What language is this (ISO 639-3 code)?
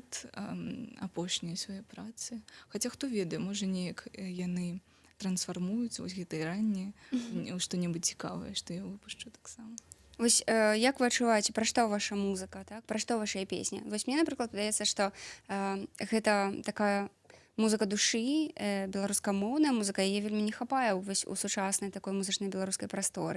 bel